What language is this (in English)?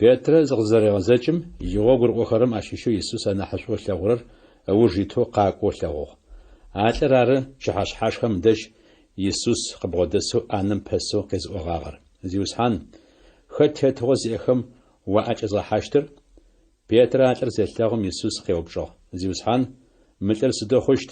Adyghe